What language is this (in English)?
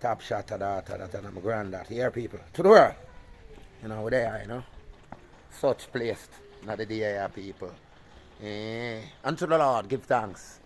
Jamaican Creole English